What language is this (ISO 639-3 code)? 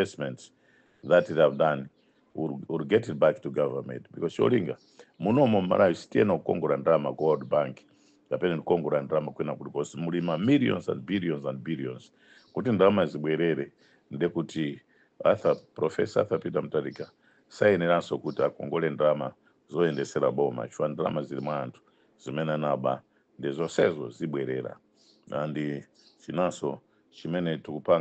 nya